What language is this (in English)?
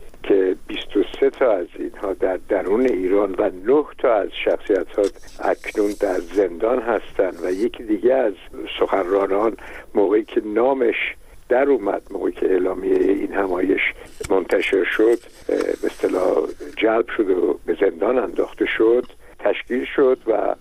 Persian